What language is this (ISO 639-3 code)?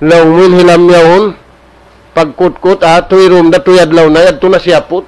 tsg